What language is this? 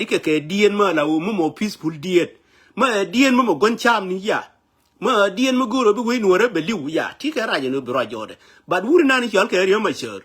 Nuer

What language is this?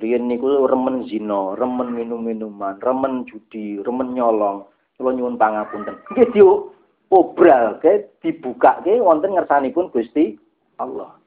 Javanese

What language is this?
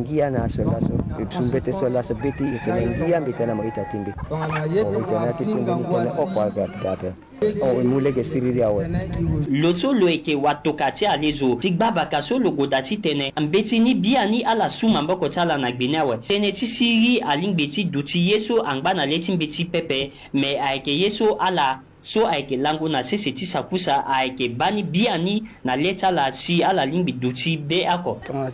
Sango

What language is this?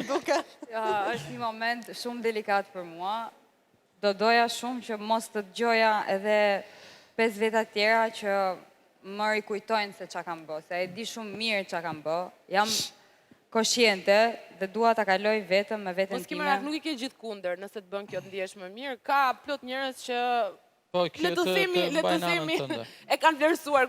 Albanian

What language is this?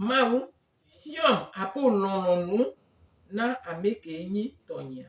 Gen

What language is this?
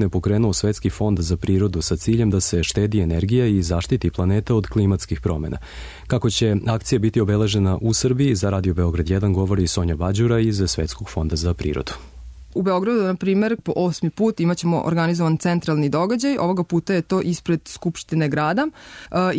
Serbian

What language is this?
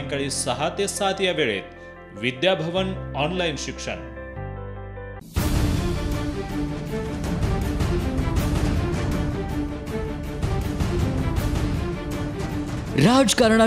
Marathi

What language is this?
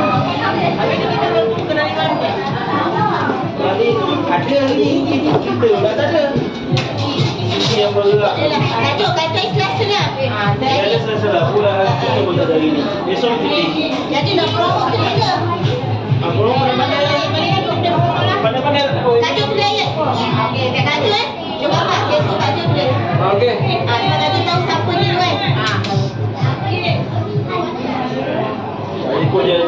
Malay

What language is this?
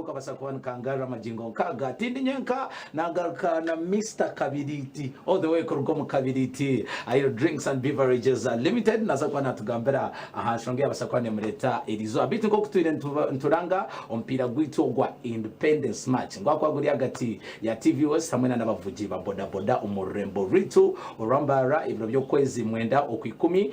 Nyankole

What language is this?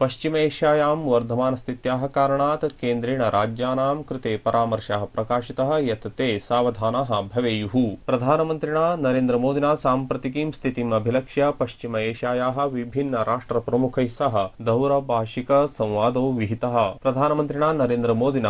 Sanskrit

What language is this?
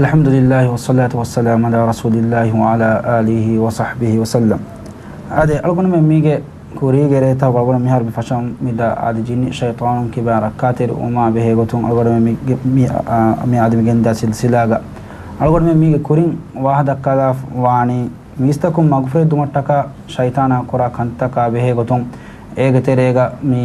Divehi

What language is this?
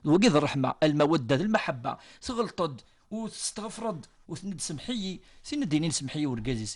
Kabyle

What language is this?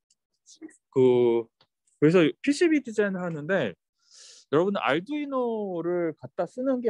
Korean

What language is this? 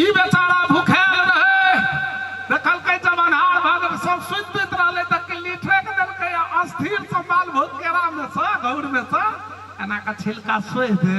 Maithili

